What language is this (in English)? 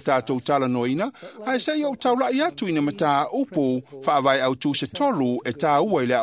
Samoan